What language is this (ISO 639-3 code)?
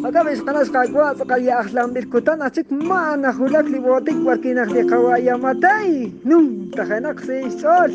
kek